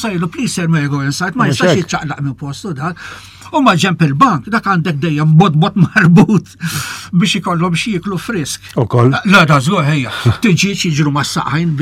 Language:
Maltese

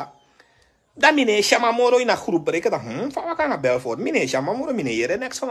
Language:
Sranan Tongo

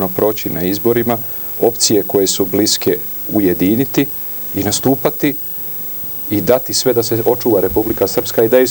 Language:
Serbian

